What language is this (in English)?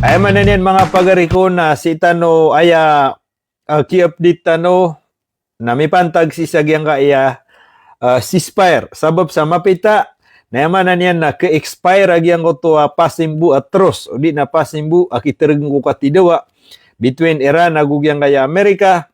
Maranao